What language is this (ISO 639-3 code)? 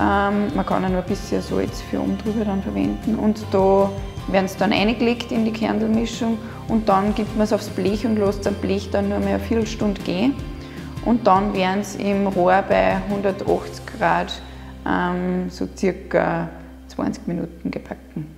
bar